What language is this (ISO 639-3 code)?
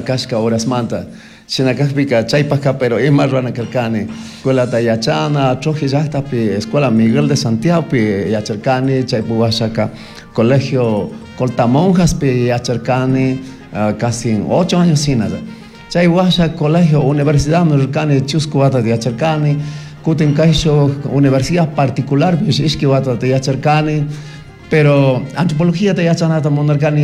qug